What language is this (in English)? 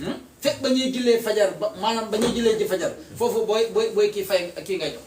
Wolof